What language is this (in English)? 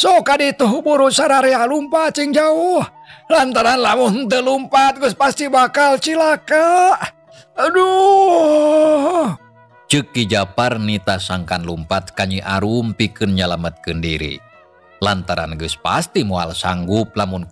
Sundanese